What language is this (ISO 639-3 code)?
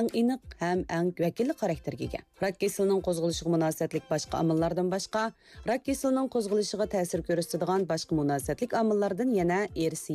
uig